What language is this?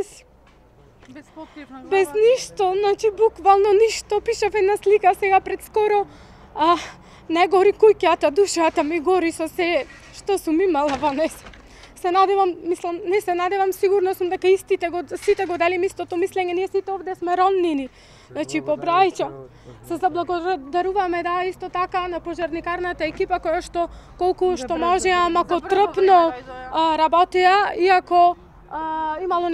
Macedonian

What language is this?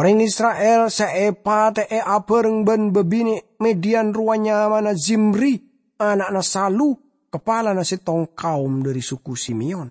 Madurese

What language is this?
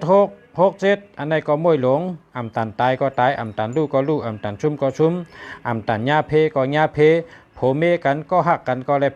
Shan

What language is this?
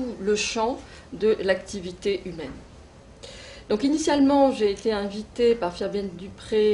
French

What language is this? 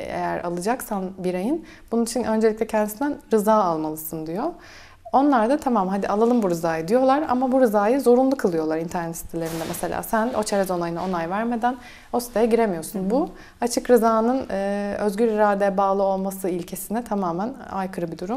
Turkish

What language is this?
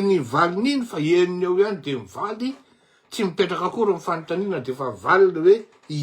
Malagasy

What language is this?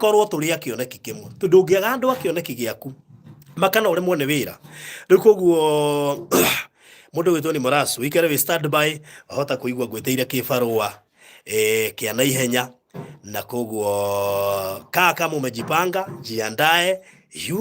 Kikuyu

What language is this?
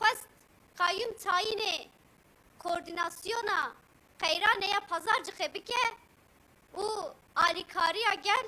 Kurdish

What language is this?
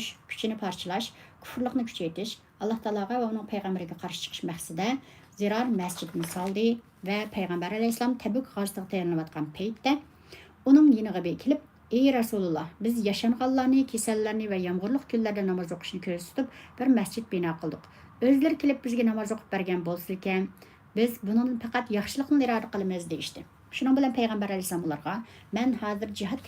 Uyghur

